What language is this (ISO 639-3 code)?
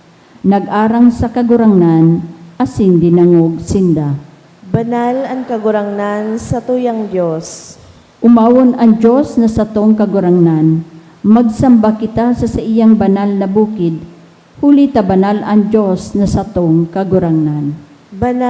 bik